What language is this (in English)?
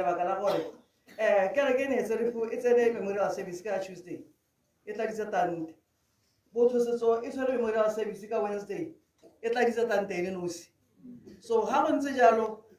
Tswana